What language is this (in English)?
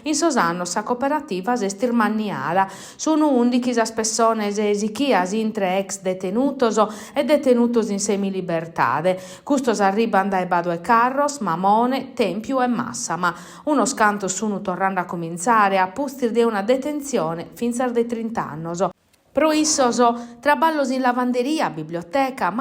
Sardinian